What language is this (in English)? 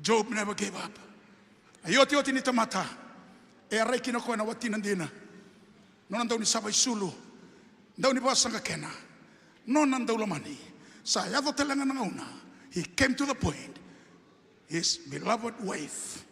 Fijian